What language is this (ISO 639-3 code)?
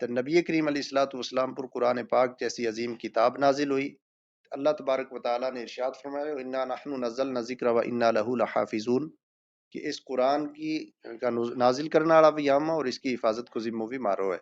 gju